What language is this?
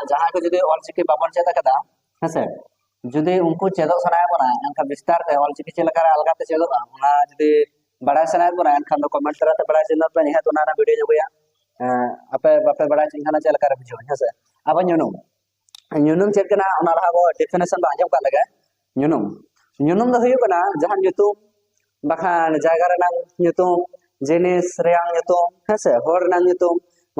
Santali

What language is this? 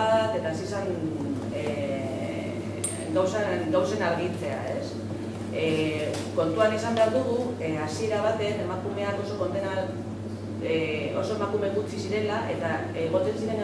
Basque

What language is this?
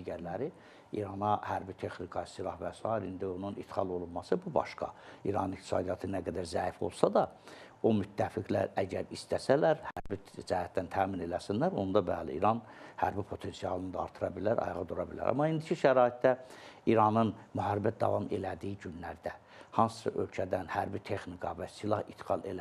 Azerbaijani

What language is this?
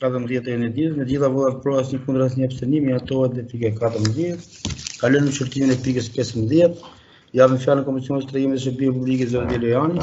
Albanian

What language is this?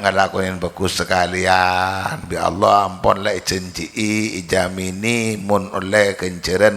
Madurese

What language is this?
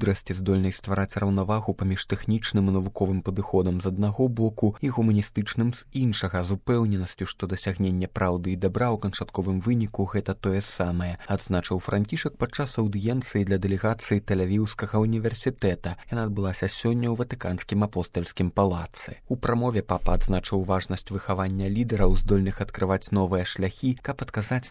Belarusian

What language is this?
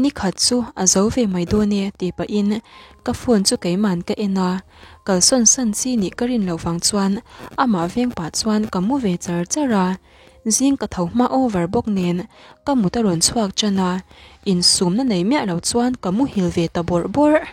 Mizo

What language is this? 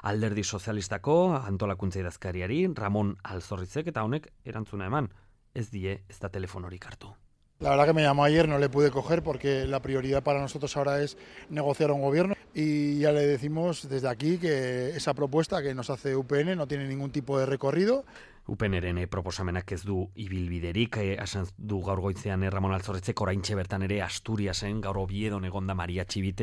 Basque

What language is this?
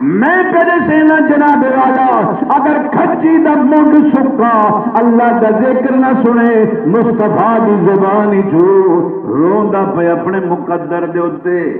Saraiki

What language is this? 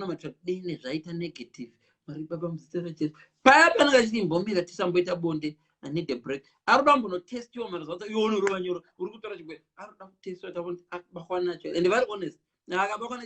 Shona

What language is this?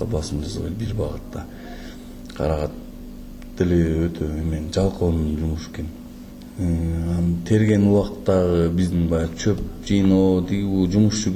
Kyrgyz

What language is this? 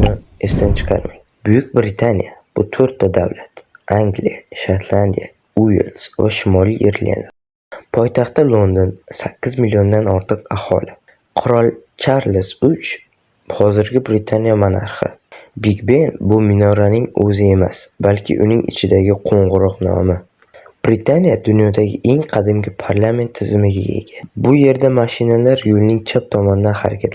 Uzbek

